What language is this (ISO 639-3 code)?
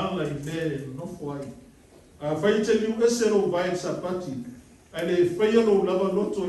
smo